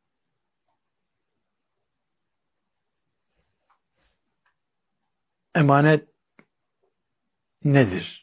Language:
Turkish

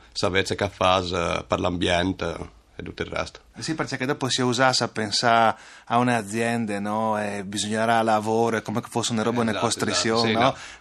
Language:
Friulian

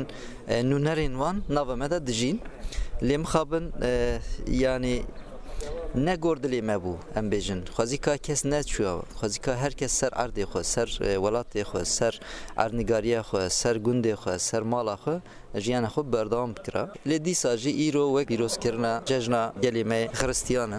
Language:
Kurdish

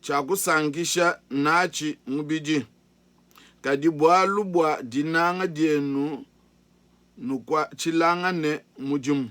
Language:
Luba-Lulua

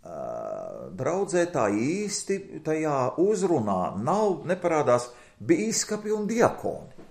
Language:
Latvian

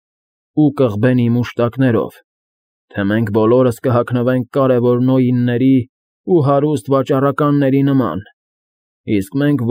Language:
Armenian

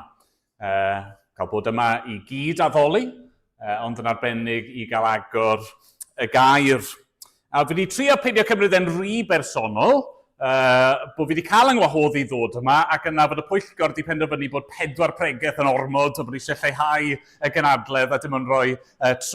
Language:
Welsh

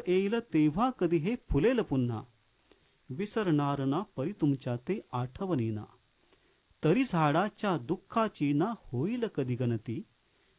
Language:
Marathi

